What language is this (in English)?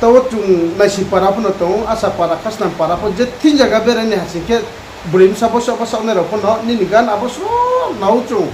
Riang (India)